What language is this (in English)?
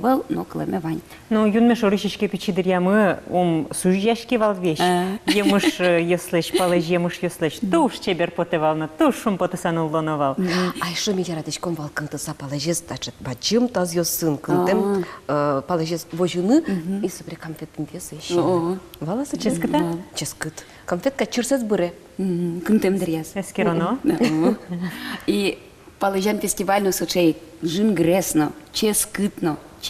Udmurt